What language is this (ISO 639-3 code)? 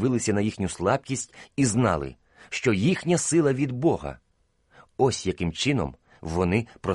ukr